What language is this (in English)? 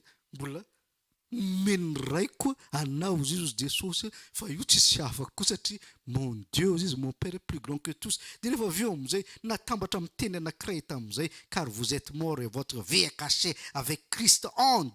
Malagasy